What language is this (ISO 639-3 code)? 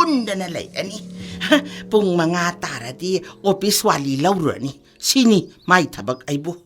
mni